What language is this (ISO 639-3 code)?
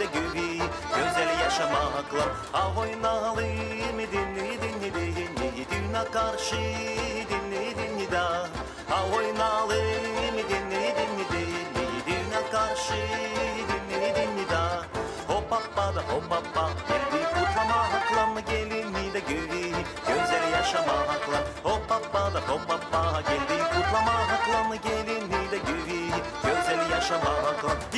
gag